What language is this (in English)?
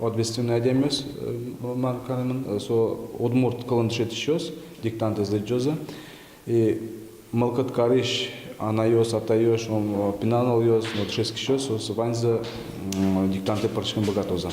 Udmurt